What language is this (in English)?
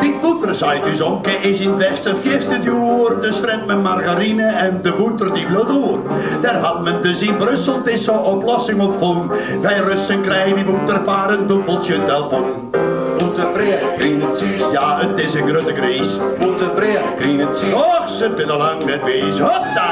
Western Frisian